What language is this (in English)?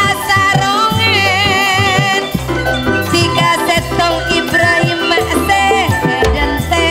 Madurese